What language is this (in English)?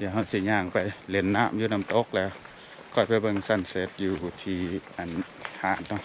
Lao